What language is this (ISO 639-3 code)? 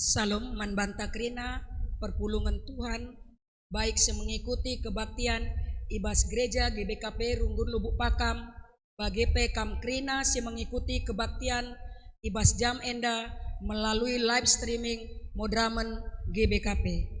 btx